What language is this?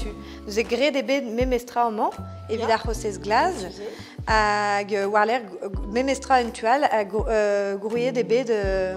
Breton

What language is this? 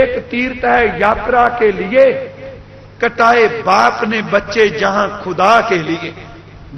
Punjabi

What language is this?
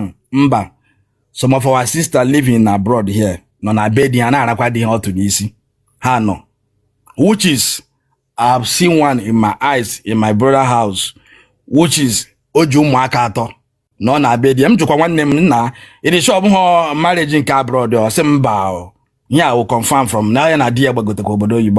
Igbo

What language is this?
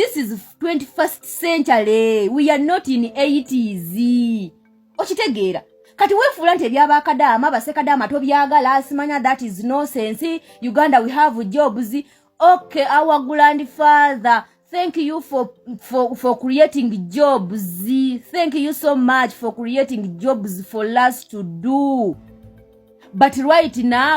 Ganda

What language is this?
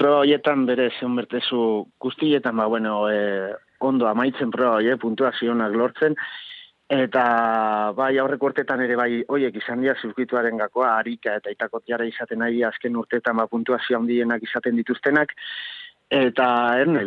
Basque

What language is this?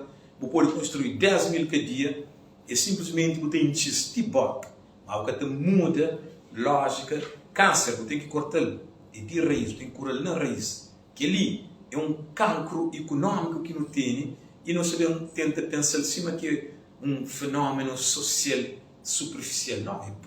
Kabuverdianu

